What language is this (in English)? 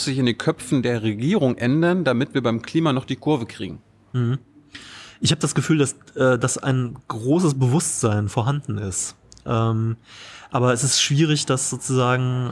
German